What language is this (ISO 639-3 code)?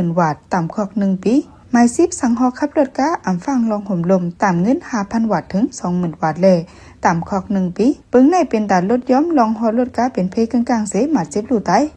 shn